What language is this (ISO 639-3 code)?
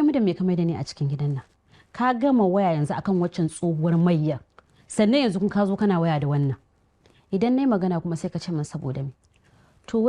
hau